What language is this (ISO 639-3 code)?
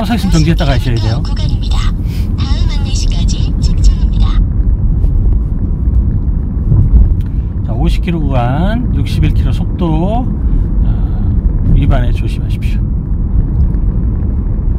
kor